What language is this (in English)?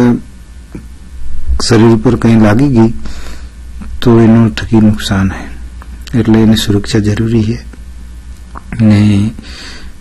Gujarati